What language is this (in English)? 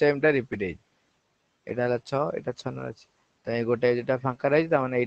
Odia